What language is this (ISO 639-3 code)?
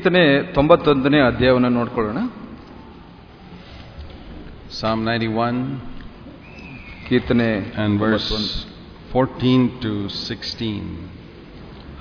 kan